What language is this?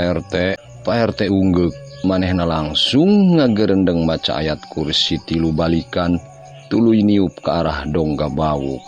Sundanese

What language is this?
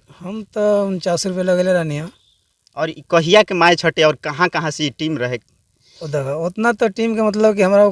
Bhojpuri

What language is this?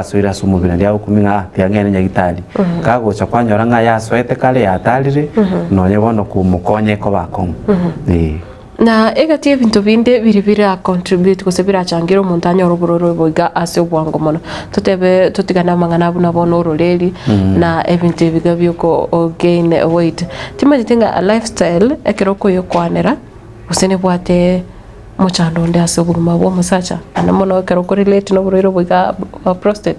Gusii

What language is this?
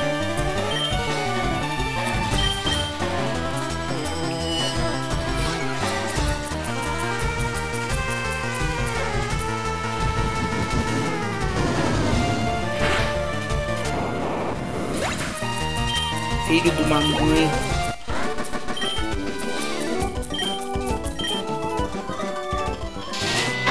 Portuguese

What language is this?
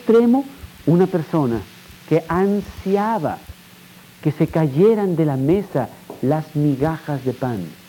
Spanish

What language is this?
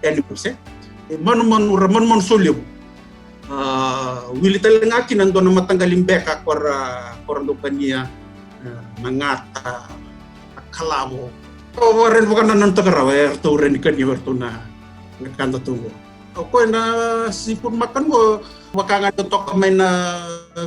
Fijian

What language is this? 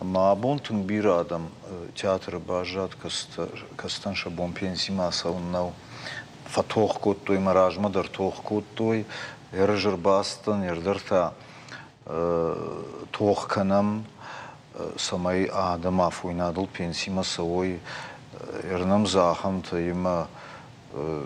Ossetic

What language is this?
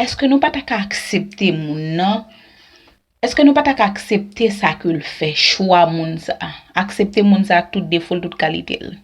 Haitian Creole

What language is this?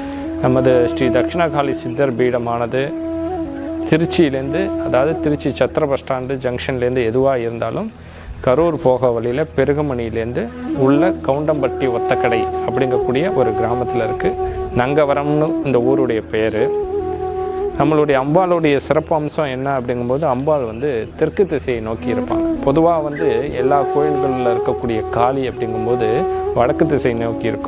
Tamil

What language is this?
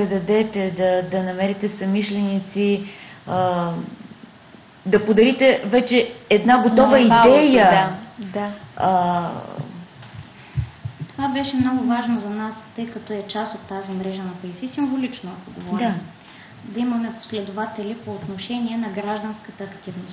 Bulgarian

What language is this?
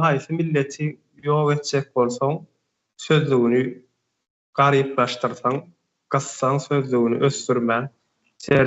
Turkmen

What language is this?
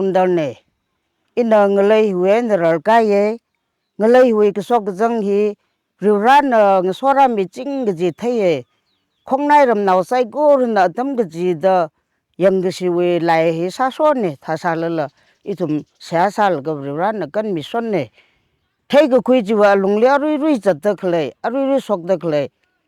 Tangkhul Naga (India)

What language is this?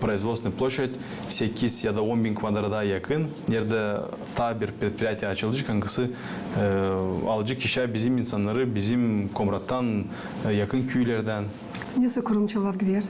Gagauz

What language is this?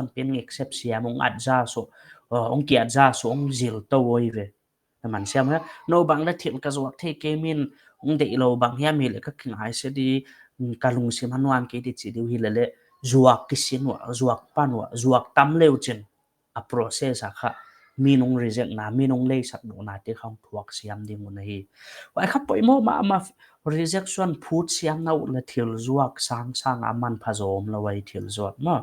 Paite Chin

